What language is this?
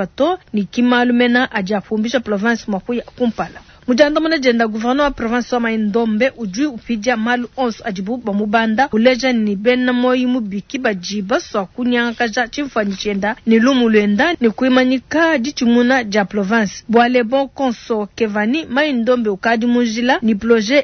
Luba-Lulua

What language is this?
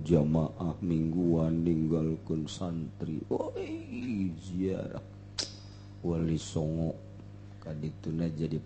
Sundanese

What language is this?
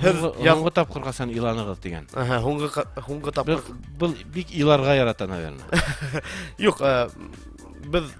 Bashkir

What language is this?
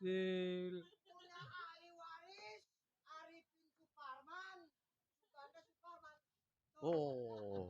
Betawi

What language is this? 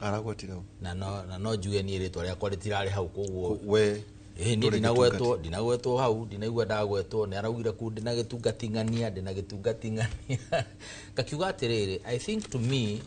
Kikuyu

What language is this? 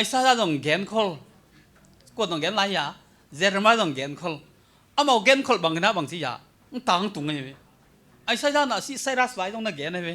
Tedim Chin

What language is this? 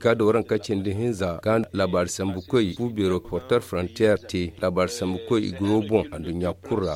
Zarma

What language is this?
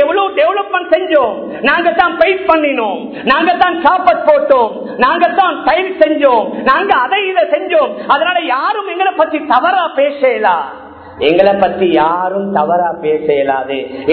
Tamil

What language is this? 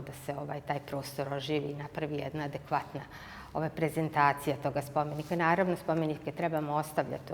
Bosnian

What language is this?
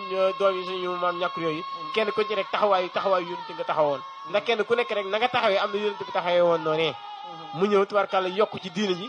Wolof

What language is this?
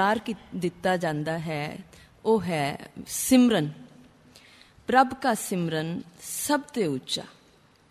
Punjabi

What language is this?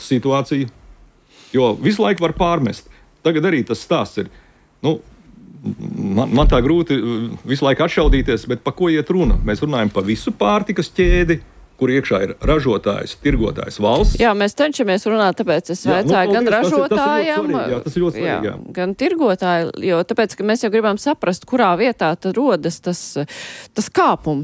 Latvian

